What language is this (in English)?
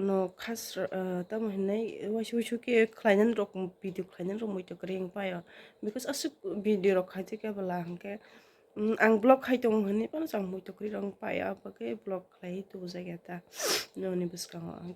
Kok Borok